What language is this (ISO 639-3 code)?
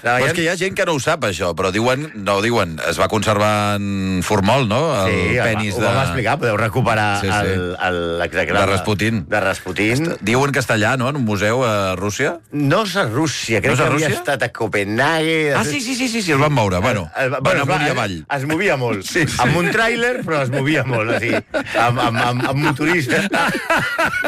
cat